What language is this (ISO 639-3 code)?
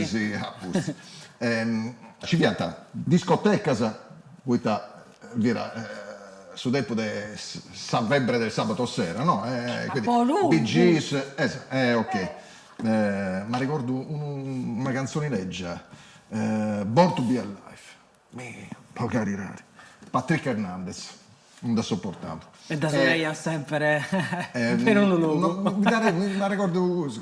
srd